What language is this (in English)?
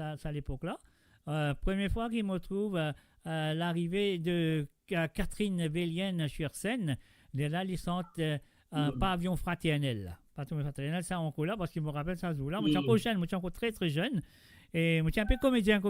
Morisyen